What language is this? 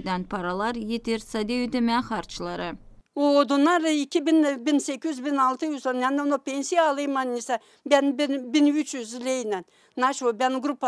Gagauz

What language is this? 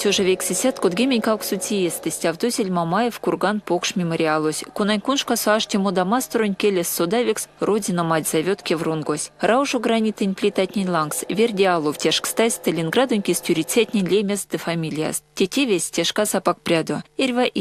Erzya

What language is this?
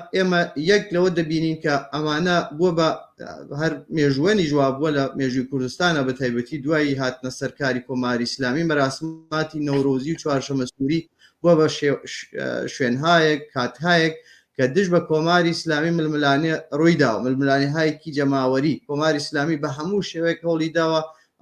Central Kurdish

